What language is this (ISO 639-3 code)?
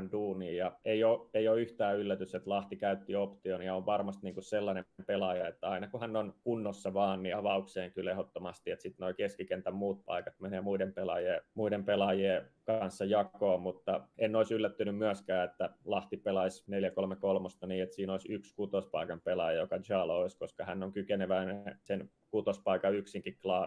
fin